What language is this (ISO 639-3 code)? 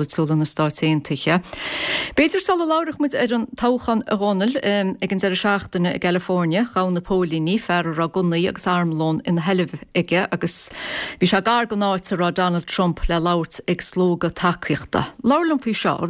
gle